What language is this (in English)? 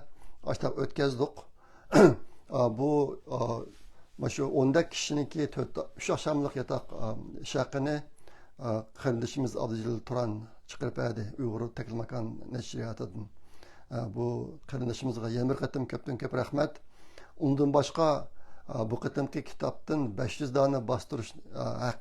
Uyghur